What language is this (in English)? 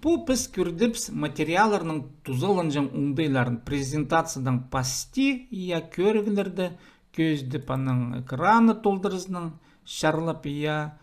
Khakas